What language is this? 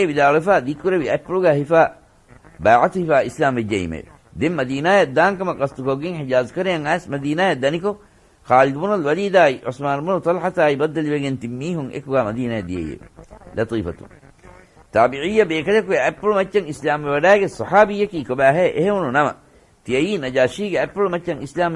Divehi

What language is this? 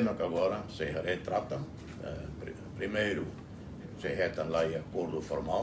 Tetum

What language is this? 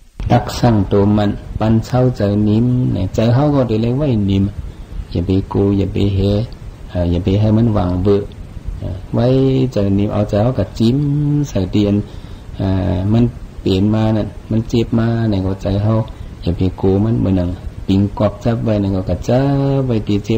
Shan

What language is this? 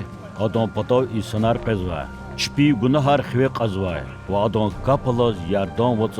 Lezghian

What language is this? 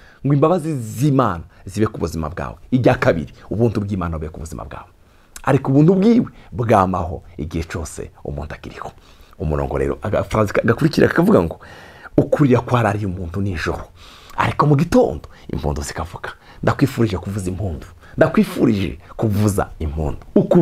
Rundi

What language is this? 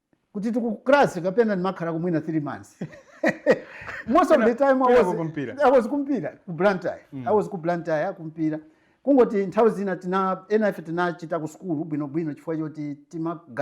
Nyanja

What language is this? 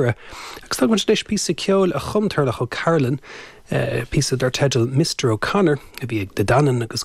Irish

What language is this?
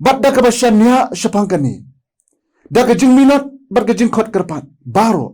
Khasi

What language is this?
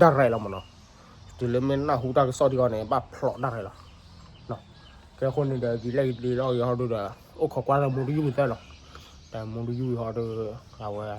S'gaw Karen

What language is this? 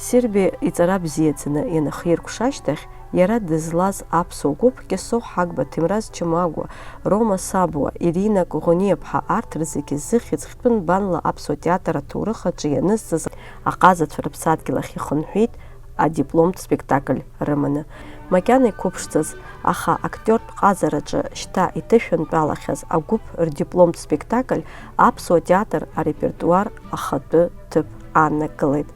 Abkhazian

